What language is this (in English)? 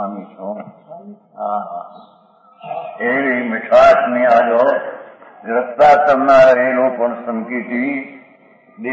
Gujarati